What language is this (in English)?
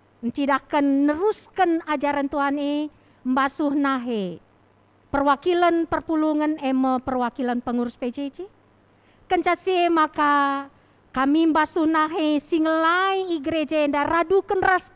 Batak Karo